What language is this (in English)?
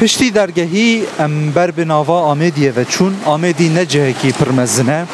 Kurdish